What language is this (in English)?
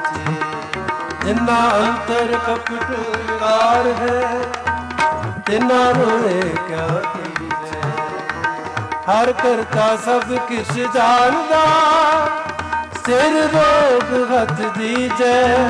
Punjabi